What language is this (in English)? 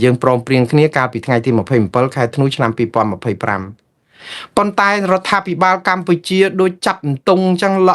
Khmer